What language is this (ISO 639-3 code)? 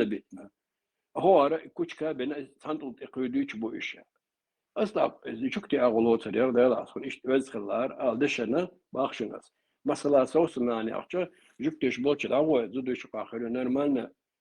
che